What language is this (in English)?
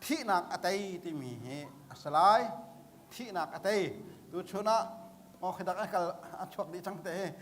Hakha Chin